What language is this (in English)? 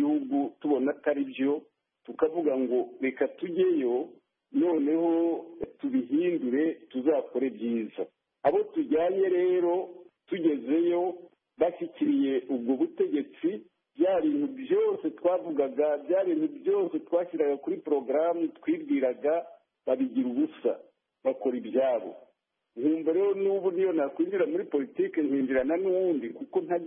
Kinyarwanda